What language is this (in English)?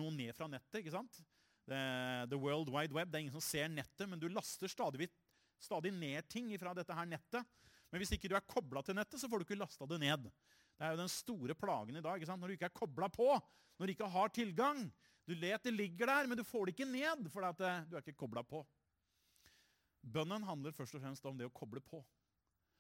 Norwegian